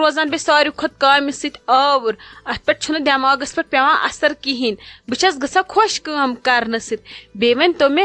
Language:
Kashmiri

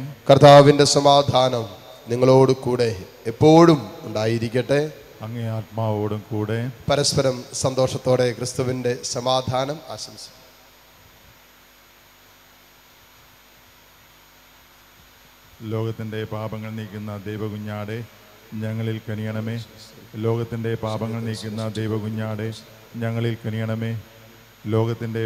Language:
Malayalam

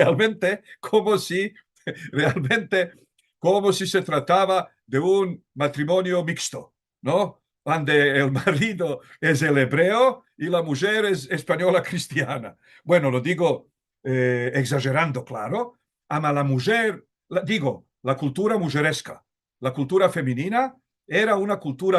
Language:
Ladino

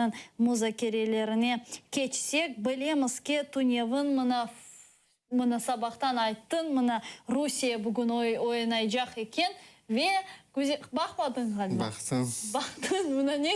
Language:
Crimean Tatar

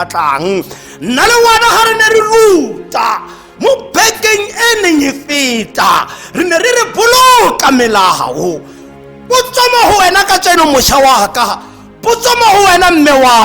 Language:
Tswana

